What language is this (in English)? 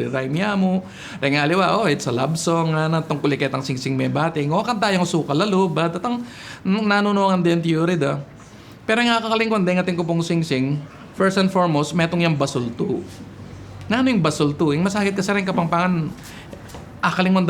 Pampanga